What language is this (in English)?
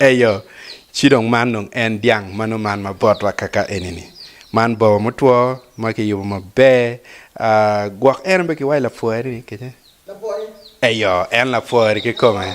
Acoli